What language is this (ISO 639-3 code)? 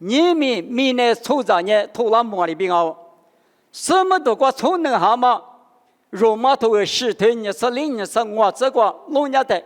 lis